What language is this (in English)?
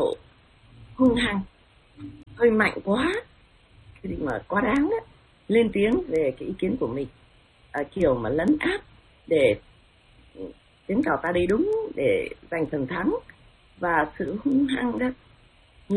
Vietnamese